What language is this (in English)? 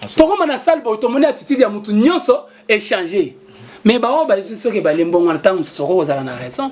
Lingala